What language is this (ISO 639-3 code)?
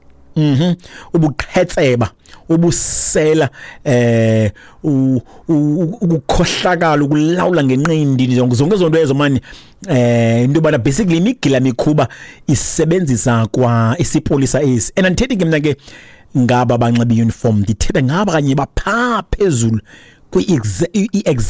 xho